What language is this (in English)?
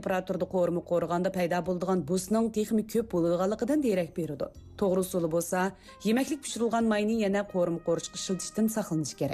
Uyghur